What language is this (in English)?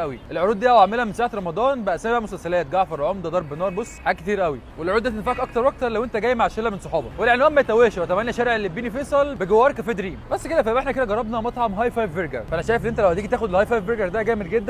Egyptian Arabic